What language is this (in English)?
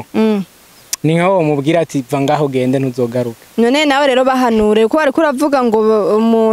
Rundi